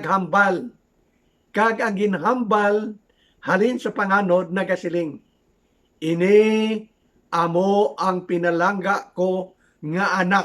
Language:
Hiligaynon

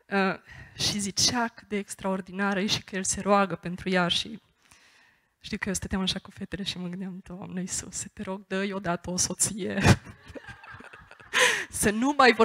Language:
Romanian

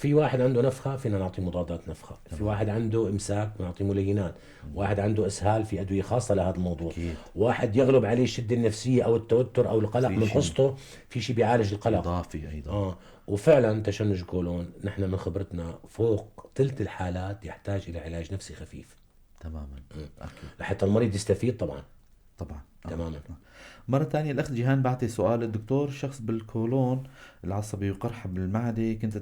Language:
North Levantine Arabic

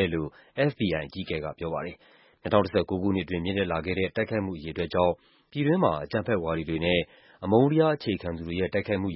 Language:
Burmese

